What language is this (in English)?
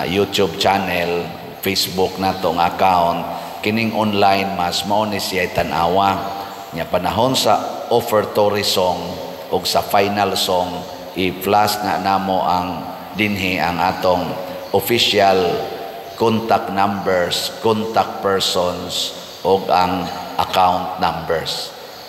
Cebuano